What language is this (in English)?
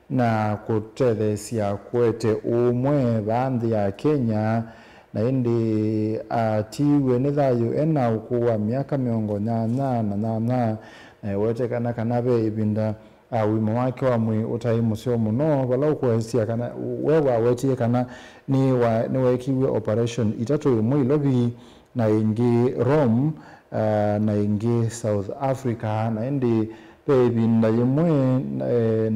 Kamba